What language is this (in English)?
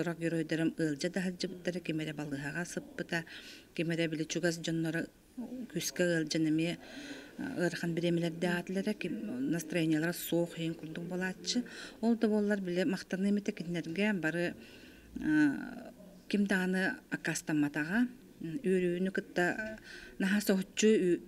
Yakut